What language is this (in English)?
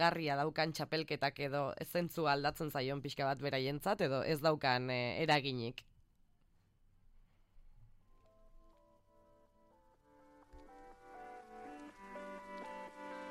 Basque